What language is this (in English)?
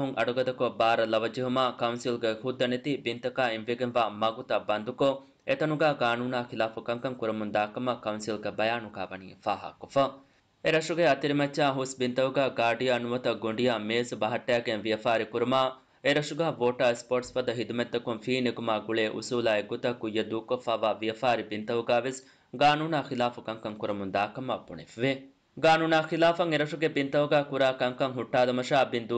Divehi